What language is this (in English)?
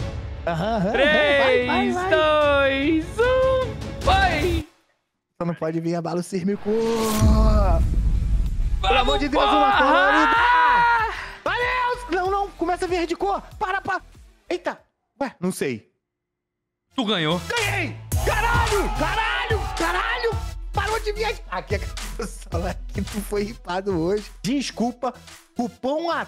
Portuguese